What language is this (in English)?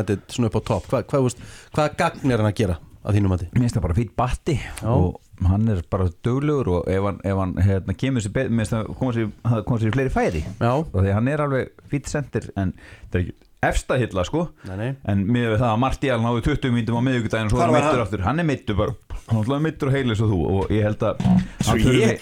Icelandic